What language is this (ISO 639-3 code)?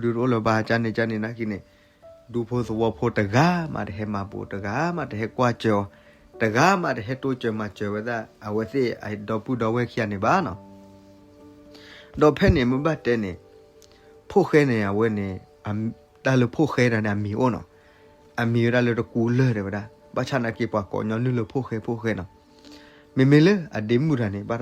ksw